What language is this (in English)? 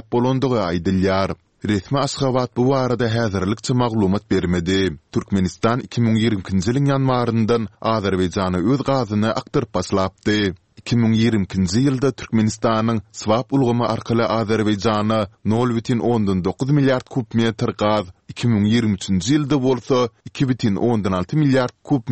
Turkmen